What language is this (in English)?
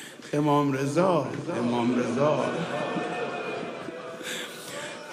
Persian